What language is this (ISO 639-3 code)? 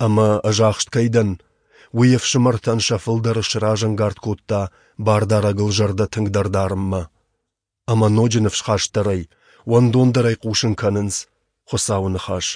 oss